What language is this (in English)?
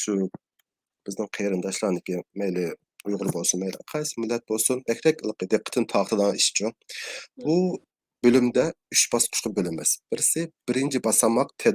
Uyghur